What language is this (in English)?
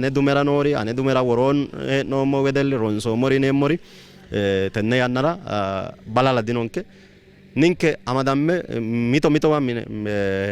Sidamo